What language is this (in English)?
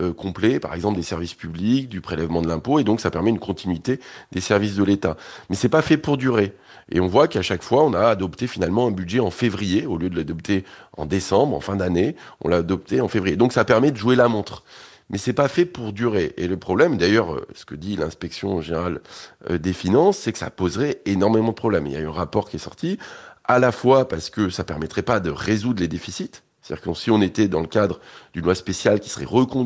French